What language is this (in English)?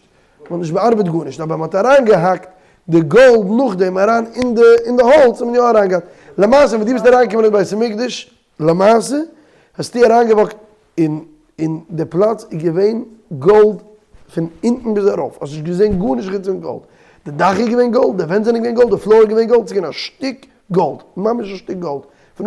Yiddish